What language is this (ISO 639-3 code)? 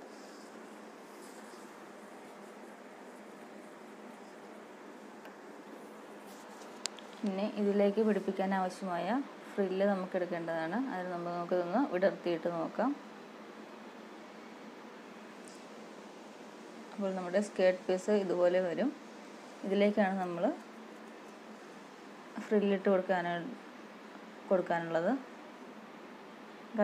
mal